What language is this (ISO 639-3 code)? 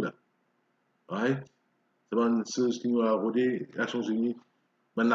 mfe